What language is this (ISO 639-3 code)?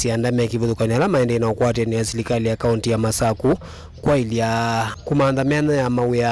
kam